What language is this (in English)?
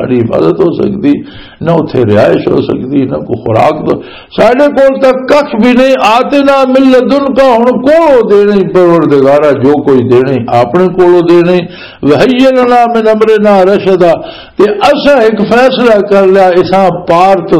Western Panjabi